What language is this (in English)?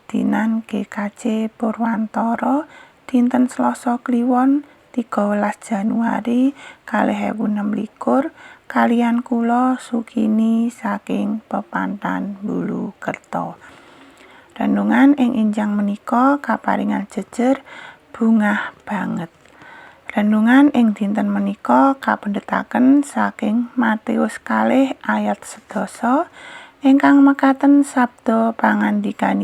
Javanese